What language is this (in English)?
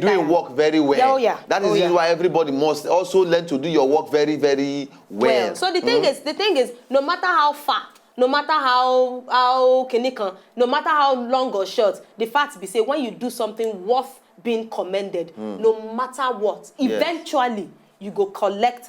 Nigerian Pidgin